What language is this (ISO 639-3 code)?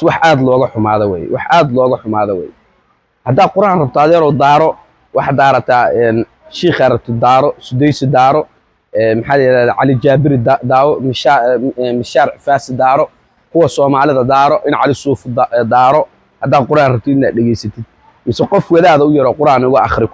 som